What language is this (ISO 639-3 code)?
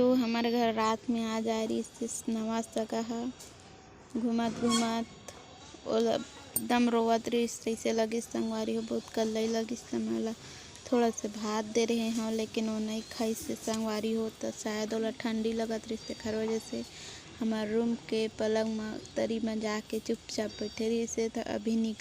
hne